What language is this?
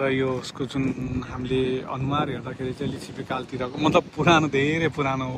Nepali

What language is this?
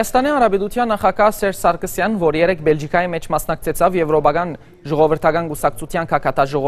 Western Armenian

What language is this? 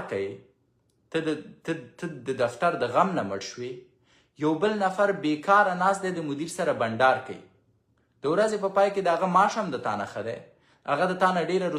Pashto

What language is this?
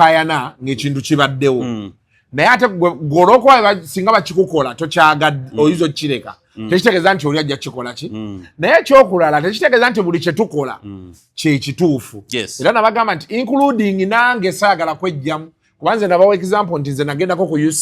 Ganda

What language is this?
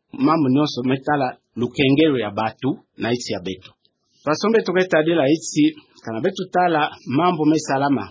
Kituba (Democratic Republic of Congo)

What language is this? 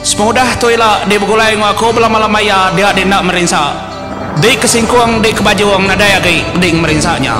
Iban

